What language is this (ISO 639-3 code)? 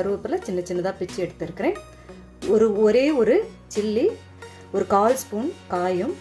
tam